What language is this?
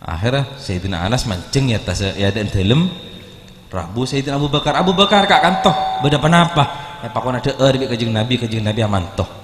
Madurese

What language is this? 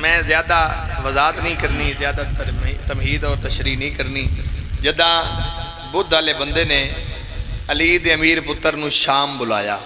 Pahari-Potwari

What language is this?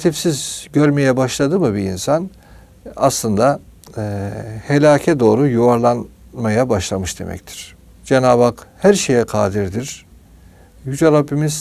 Turkish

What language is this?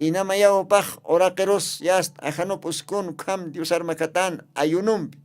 Aymara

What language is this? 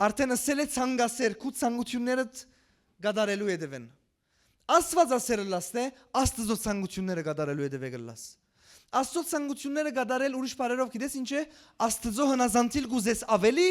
Western Armenian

